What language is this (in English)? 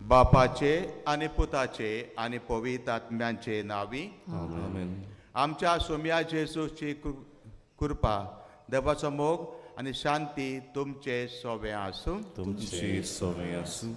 Konkani